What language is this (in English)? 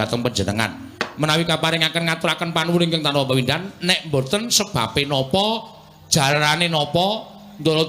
Javanese